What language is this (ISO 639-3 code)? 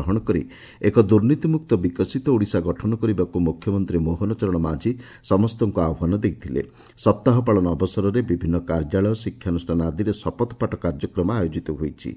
ori